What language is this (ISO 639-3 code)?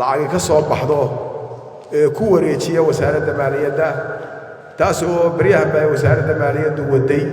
som